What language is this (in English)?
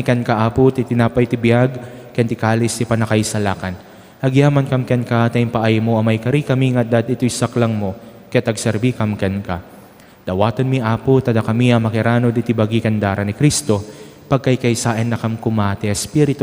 Iloko